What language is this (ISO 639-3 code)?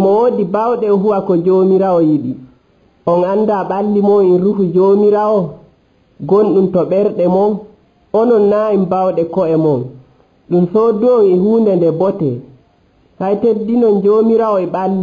fuv